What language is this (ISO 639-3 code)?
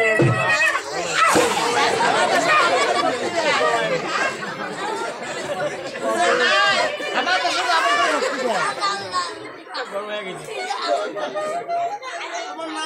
ben